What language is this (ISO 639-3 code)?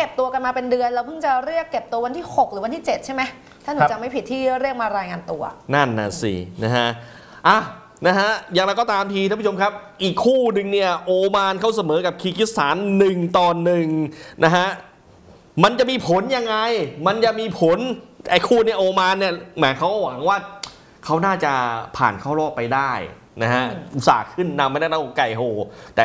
tha